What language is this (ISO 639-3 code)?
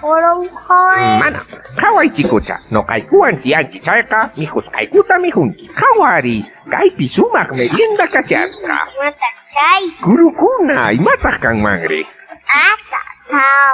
que